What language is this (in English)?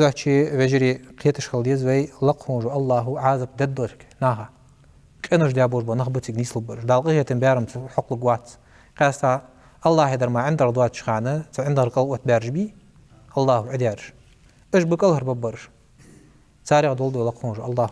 Ingush